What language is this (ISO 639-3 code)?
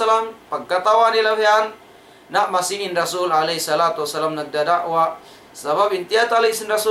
tsg